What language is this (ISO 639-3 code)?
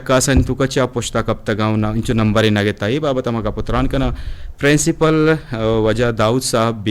bgp